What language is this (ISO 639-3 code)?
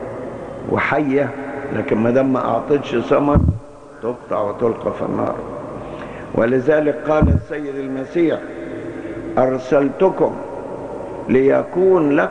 arz